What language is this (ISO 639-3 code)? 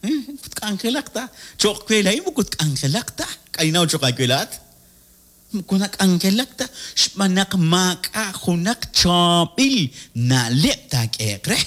kek